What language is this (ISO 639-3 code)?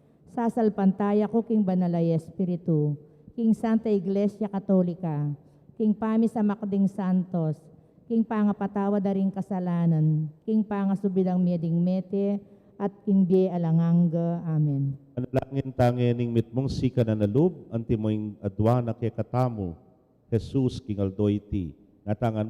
pam